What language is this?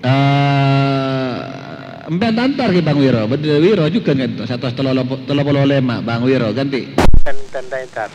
Madurese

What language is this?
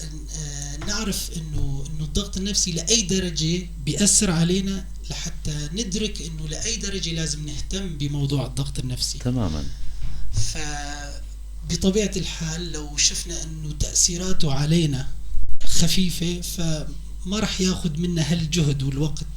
North Levantine Arabic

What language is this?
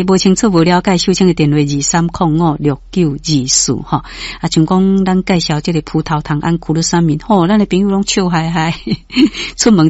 Min Nan Chinese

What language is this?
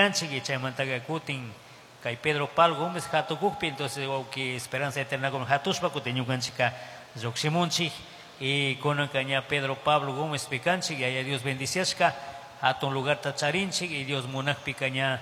Chimborazo Highland Quichua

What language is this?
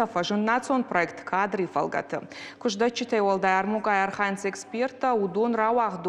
Ossetic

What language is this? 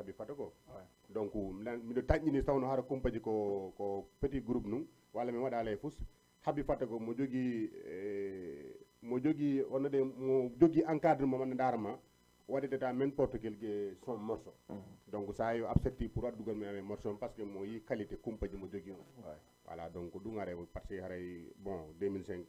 Fula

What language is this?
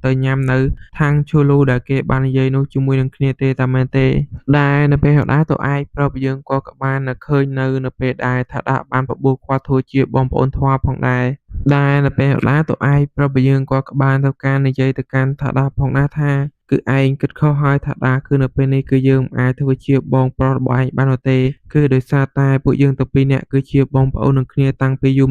Khmer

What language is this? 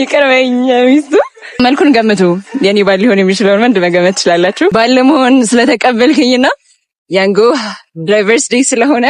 Amharic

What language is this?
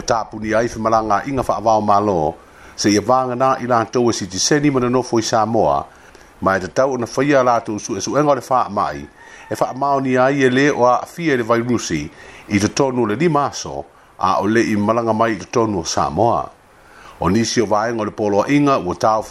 Samoan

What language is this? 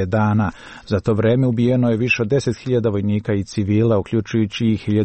Serbian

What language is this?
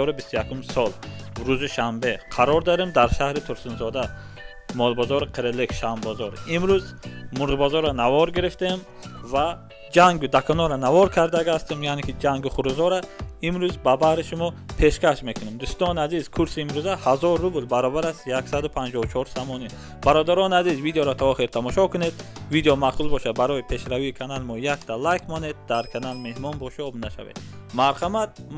Tajik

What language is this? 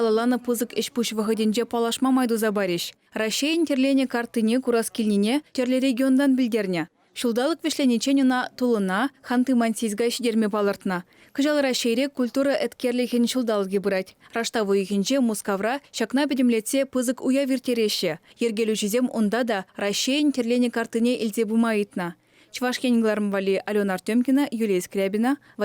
Chuvash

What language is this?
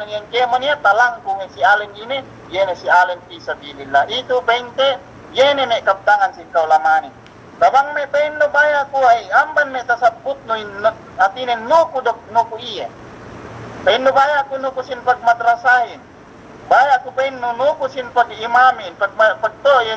Yakan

